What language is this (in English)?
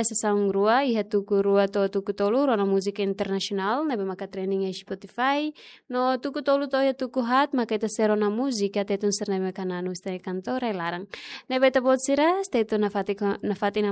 Tetum